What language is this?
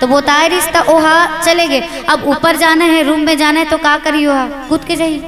Chhattisgarhi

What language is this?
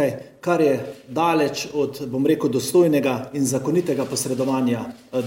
Slovenian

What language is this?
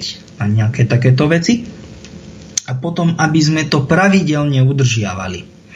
Slovak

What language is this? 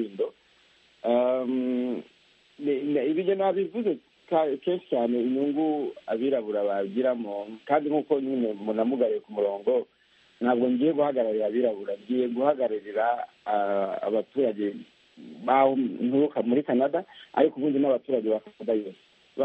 Kinyarwanda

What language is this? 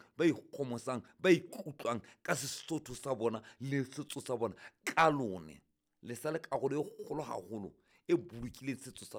Southern Sotho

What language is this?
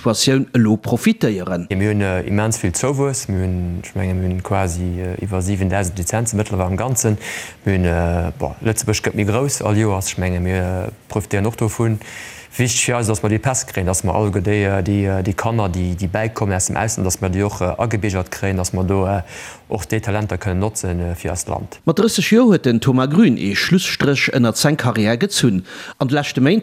Luxembourgish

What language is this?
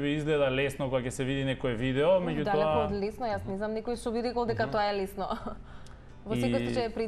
Macedonian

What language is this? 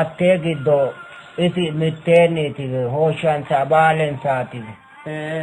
Sidamo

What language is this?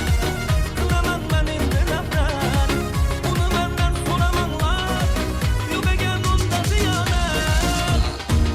Turkmen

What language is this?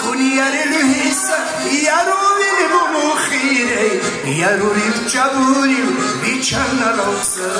Lak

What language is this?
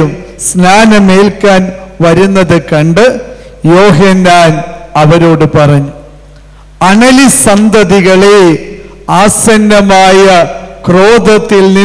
Malayalam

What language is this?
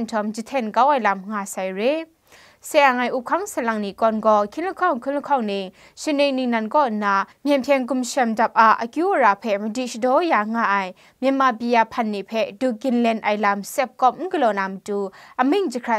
Kachin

